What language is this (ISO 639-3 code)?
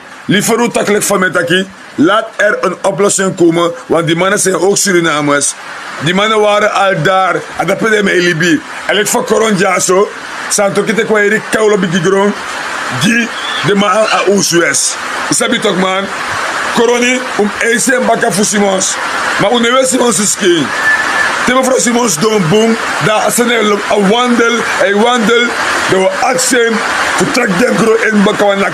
srn